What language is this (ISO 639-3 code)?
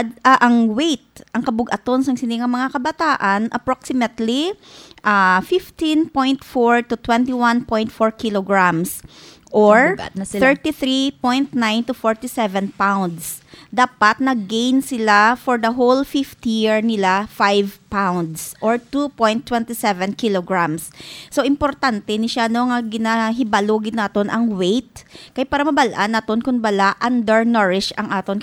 hil